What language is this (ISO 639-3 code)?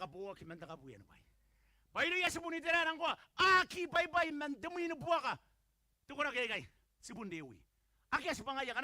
gil